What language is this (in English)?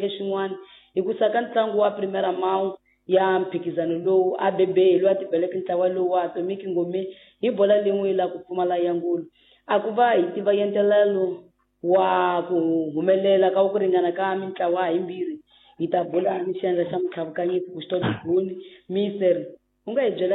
Tsonga